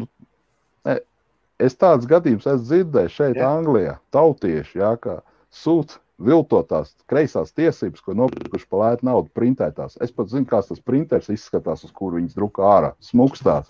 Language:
Latvian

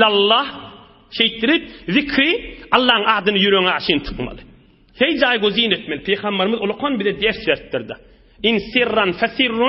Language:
Turkmen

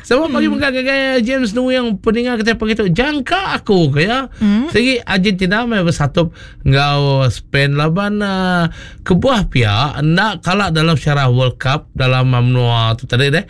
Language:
Iban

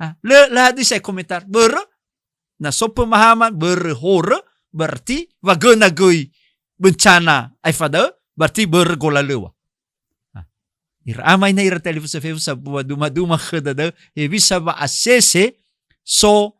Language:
Nias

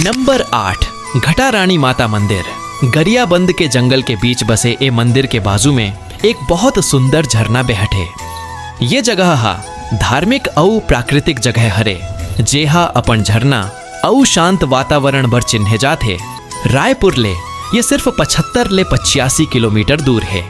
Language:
Chhattisgarhi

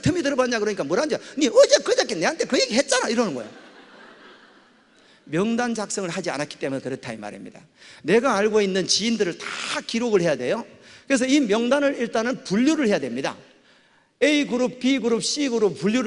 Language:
Korean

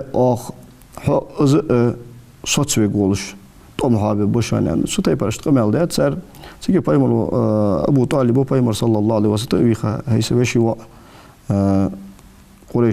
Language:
Ingush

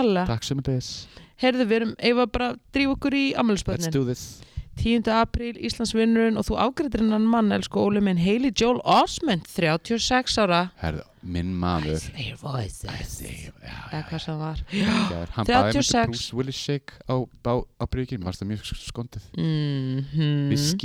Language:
Icelandic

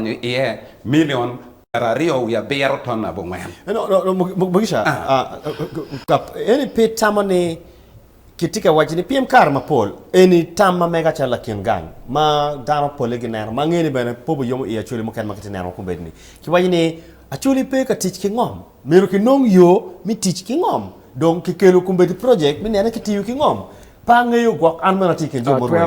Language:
Acoli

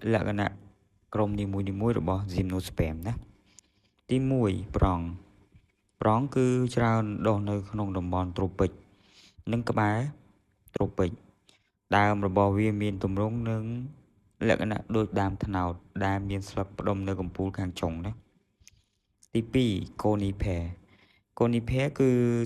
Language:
Khmer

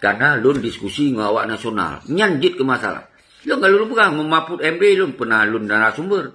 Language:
Achinese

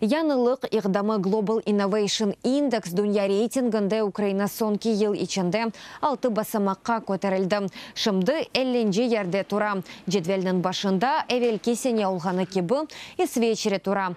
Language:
Crimean Tatar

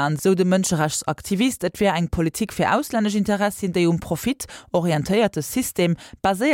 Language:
Luxembourgish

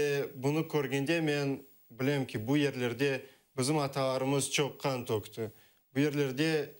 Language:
Crimean Tatar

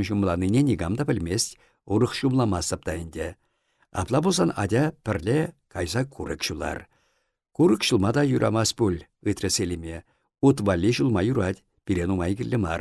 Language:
Chuvash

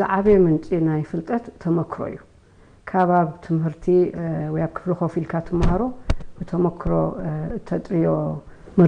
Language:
Tigrinya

